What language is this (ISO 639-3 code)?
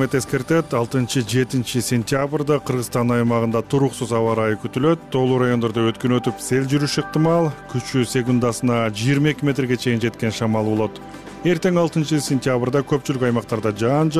kir